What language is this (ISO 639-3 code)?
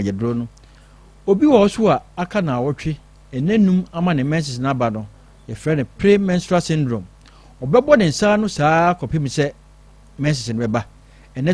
aka